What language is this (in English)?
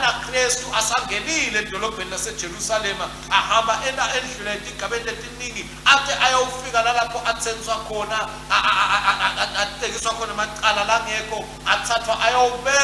Swati